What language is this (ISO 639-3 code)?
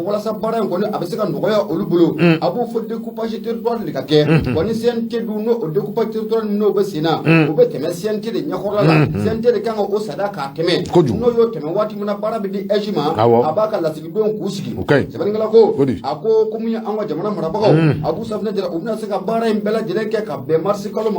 bam